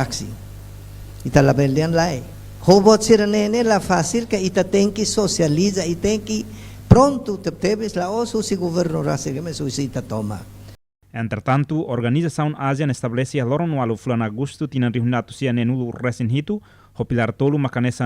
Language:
Tetum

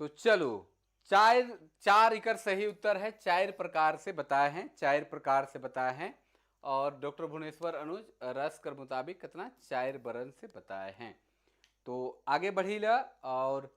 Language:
Sadri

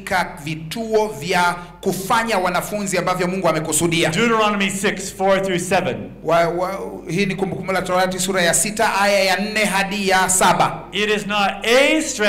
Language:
Swahili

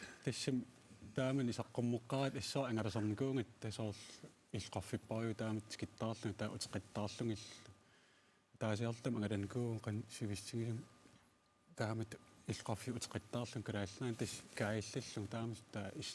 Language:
Kalaallisut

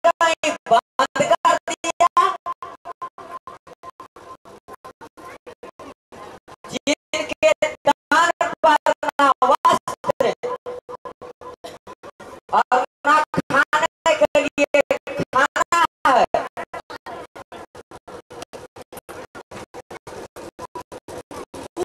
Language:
Hindi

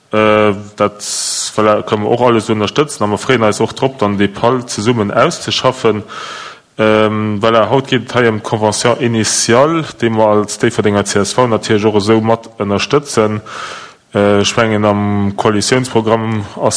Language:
Luxembourgish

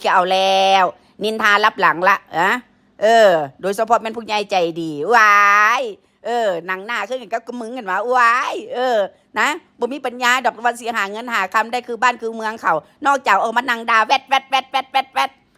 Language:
Northeastern Thai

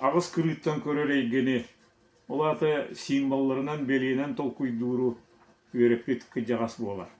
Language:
Yakut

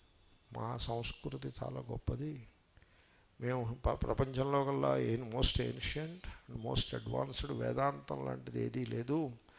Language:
Telugu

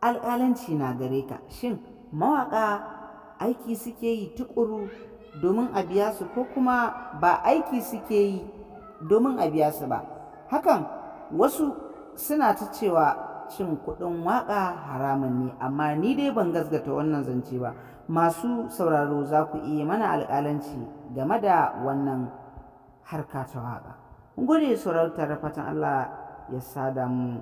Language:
Hausa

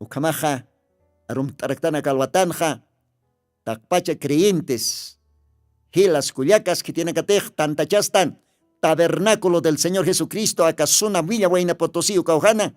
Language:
Aymara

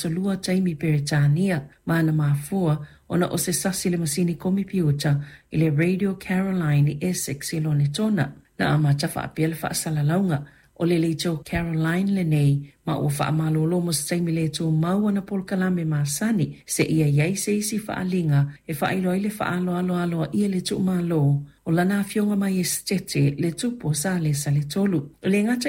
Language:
Samoan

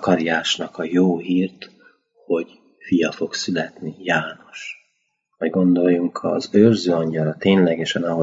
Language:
Hungarian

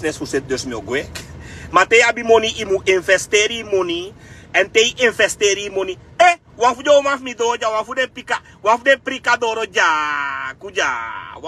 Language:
Sranan Tongo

